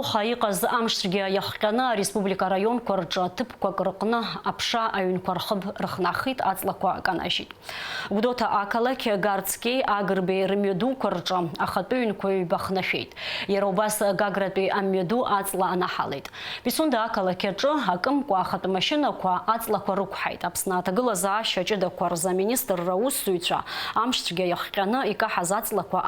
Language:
Abkhazian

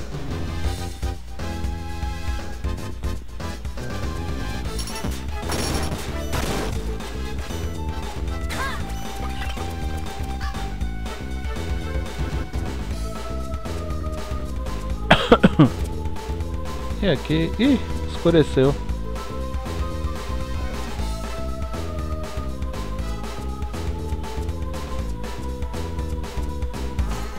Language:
Portuguese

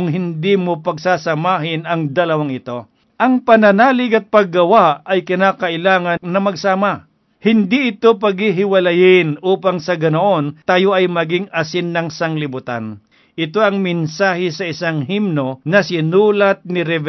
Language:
Filipino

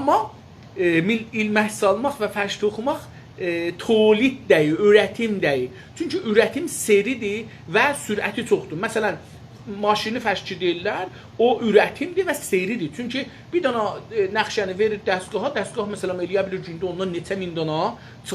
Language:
South Azerbaijani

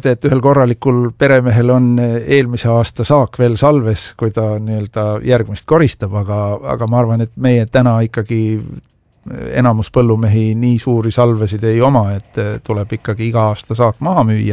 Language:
Estonian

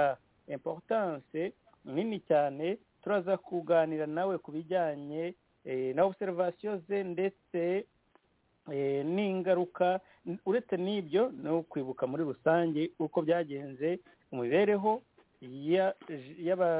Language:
Kinyarwanda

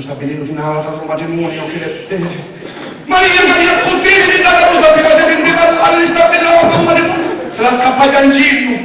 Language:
Sicilian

